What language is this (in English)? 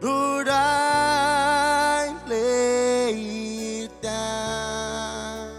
Marshallese